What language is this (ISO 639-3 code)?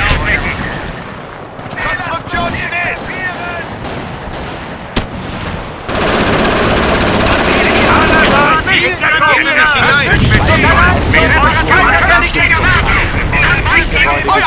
deu